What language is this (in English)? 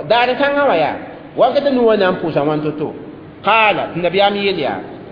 Mossi